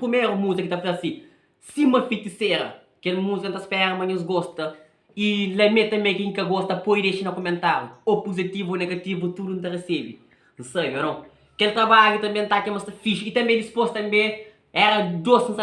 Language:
Kabuverdianu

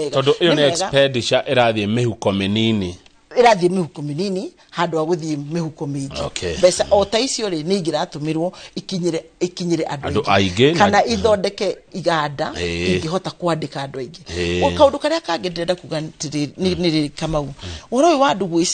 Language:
Kikuyu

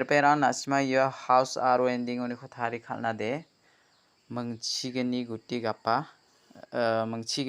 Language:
Garo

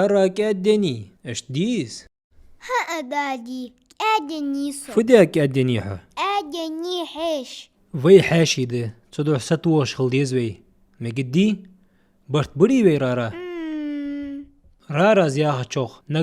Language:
Ingush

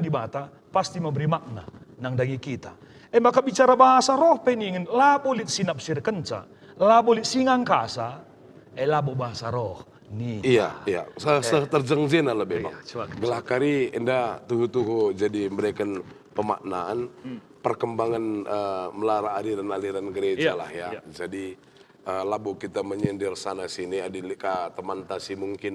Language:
Batak Karo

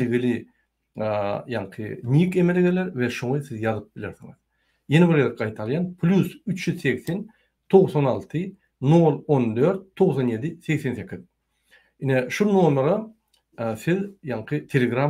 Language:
Turkmen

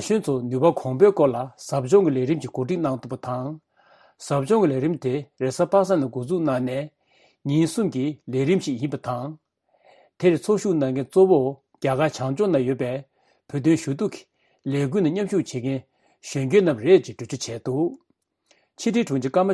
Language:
Tibetan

